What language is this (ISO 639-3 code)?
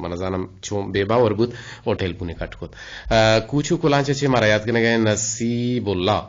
bgp